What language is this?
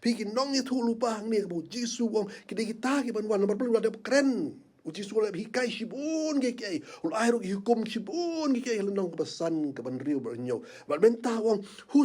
Khasi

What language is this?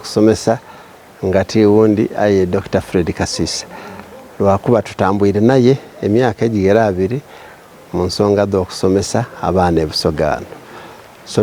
Soga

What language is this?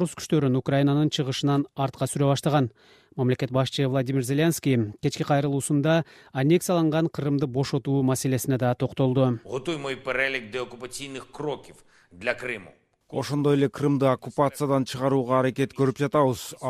Kyrgyz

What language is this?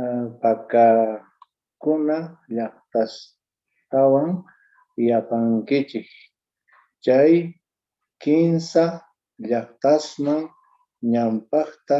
Quechua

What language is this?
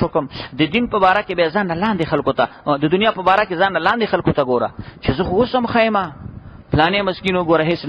Pashto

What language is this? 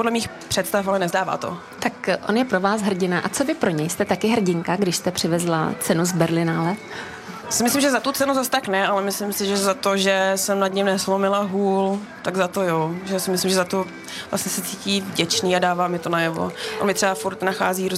Czech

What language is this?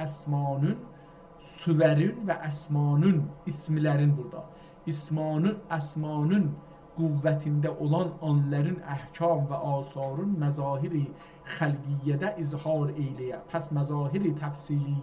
South Azerbaijani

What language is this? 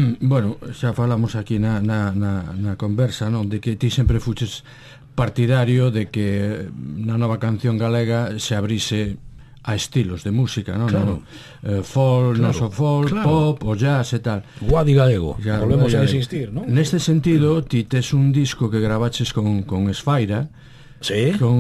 Galician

